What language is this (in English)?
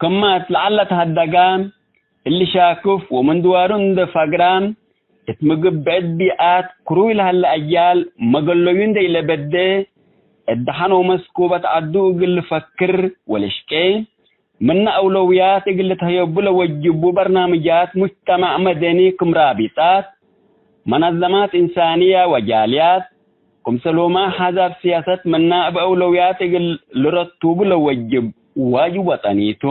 Tigre